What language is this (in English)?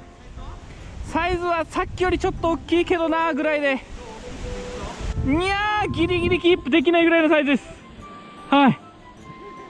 Japanese